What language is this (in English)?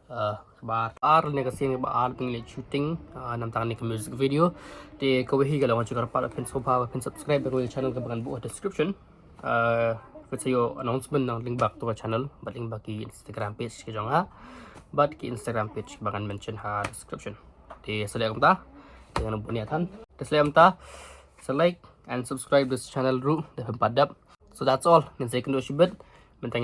Khasi